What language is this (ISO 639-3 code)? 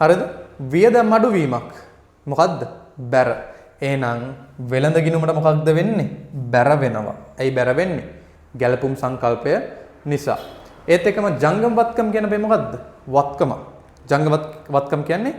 sin